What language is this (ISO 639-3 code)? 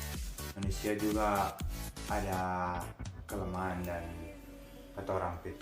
xmm